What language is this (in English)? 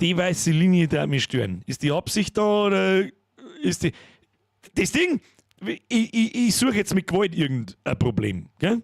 Bavarian